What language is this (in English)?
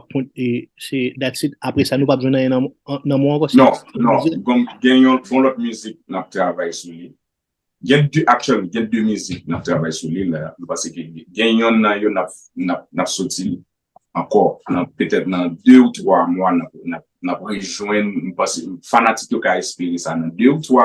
Haitian Creole